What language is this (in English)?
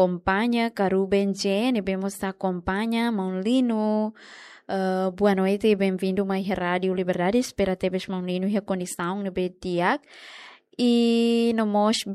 Tetum